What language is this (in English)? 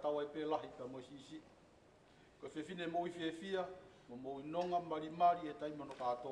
Tongan